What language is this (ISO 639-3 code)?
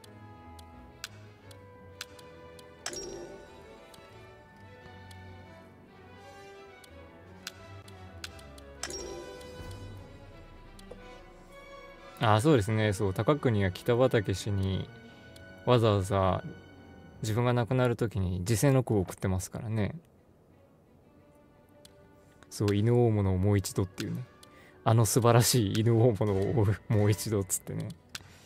jpn